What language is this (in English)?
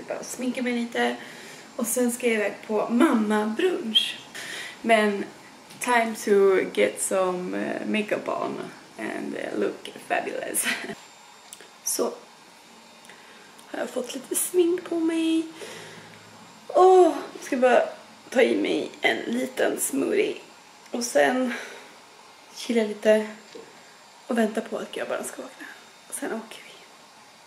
Swedish